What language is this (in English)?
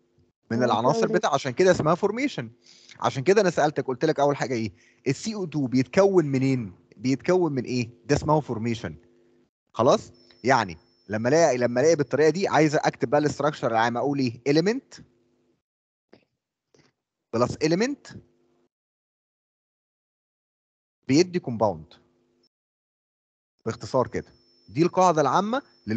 Egyptian Arabic